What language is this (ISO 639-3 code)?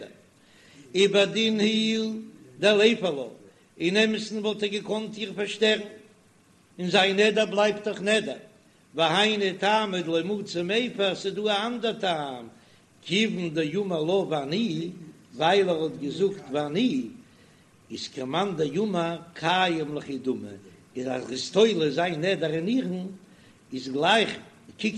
yid